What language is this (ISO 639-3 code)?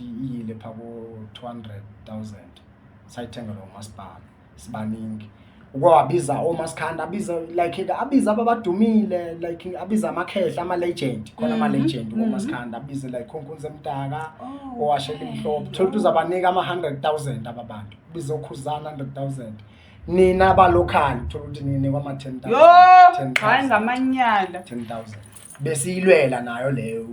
zul